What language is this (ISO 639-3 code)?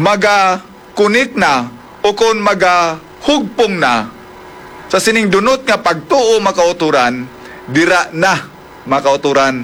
hil